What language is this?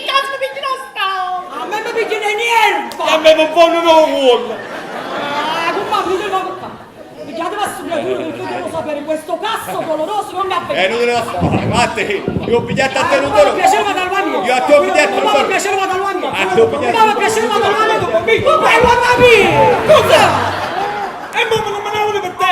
Neapolitan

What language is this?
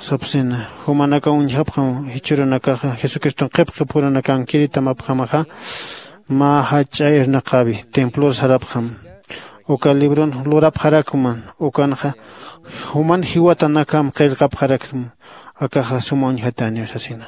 Aymara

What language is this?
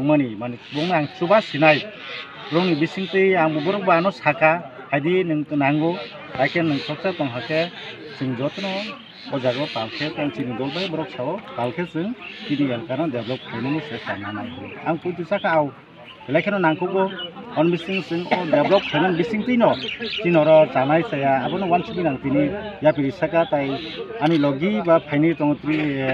Kok Borok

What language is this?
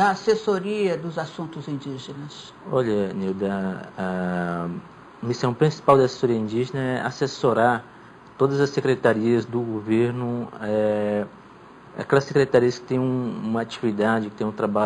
Portuguese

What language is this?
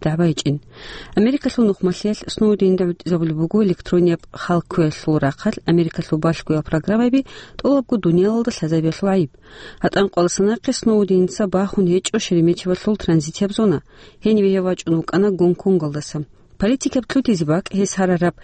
Avaric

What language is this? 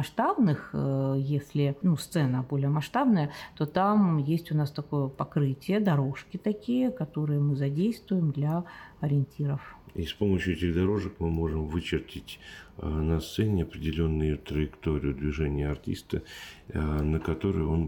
Russian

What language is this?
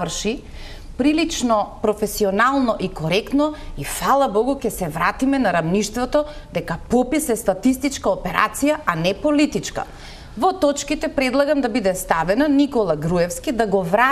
Macedonian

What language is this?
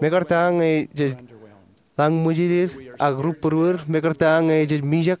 Marshallese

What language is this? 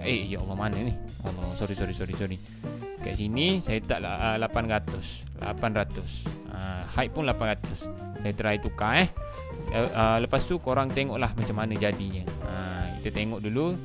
Malay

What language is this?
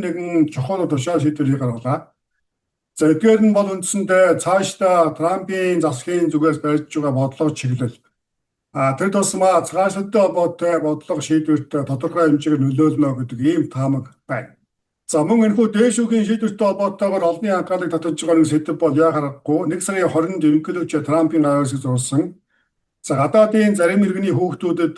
Mongolian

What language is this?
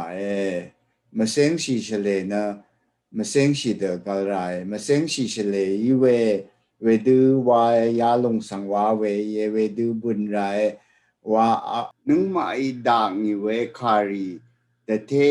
Rawang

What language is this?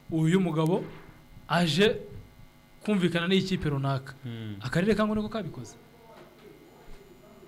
Kinyarwanda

